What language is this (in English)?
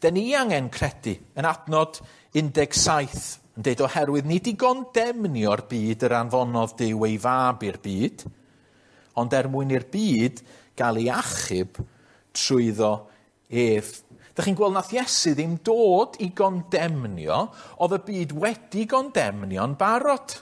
Welsh